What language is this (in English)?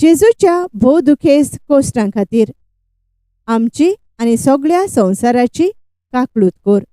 Konkani